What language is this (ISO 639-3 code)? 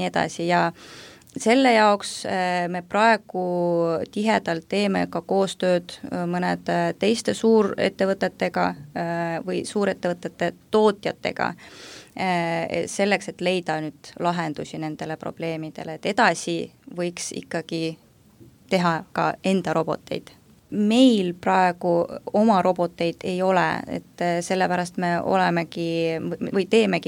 est